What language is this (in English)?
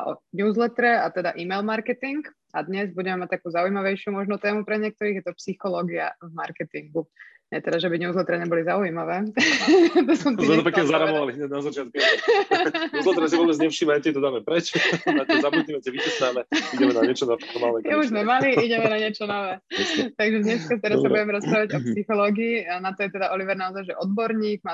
Slovak